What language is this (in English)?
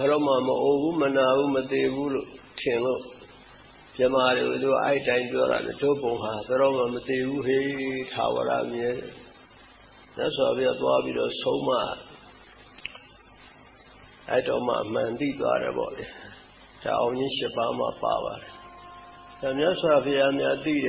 Burmese